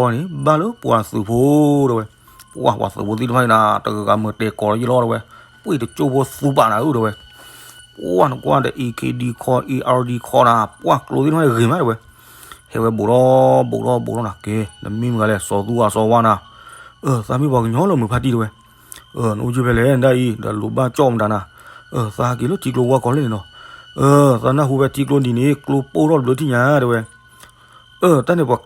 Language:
S'gaw Karen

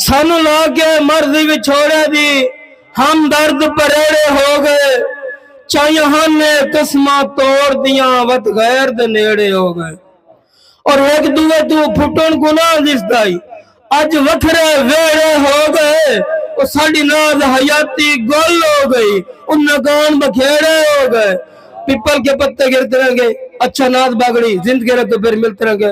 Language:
Saraiki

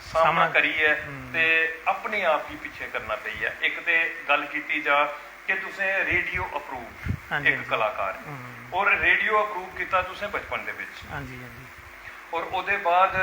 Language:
Dogri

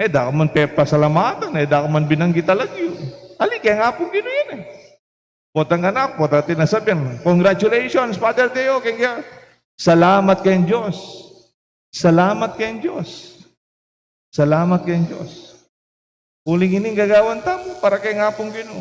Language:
Pampanga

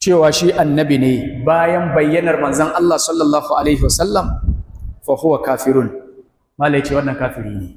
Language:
Hausa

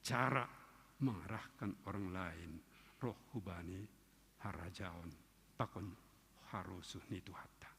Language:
Batak Simalungun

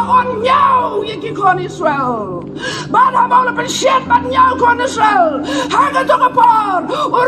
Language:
Khasi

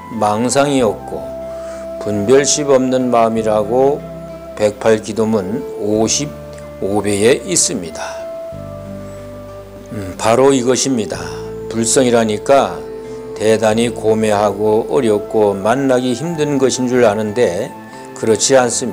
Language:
Korean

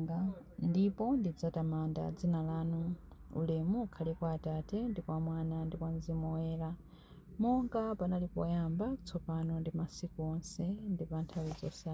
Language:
Nyanja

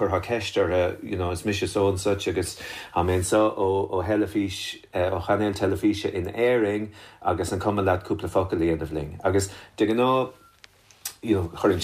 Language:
Irish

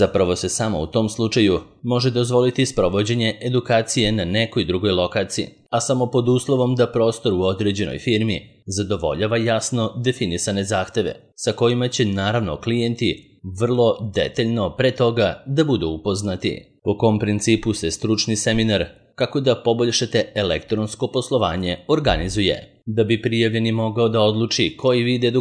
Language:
Serbian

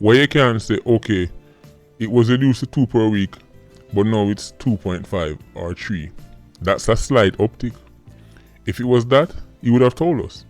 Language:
Jamaican Creole English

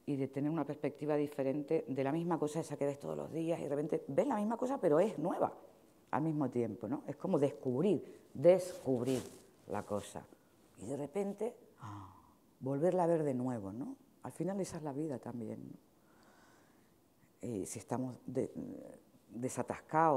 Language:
Spanish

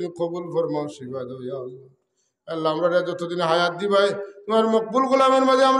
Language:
Sylheti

